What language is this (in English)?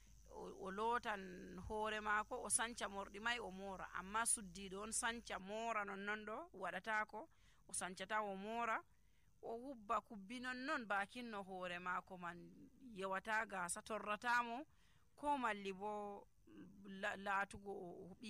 Nigerian Fulfulde